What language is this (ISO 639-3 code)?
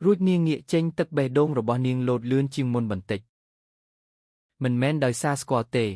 khm